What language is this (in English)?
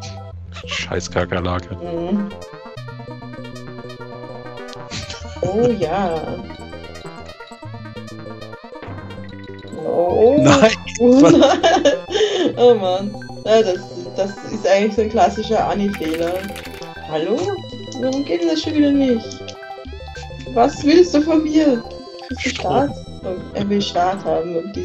German